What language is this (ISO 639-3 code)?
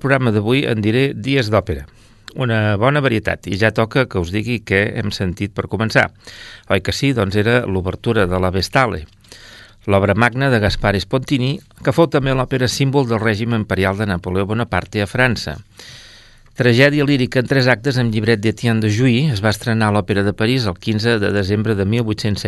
cat